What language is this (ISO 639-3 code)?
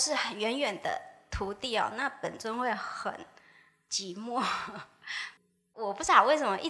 zho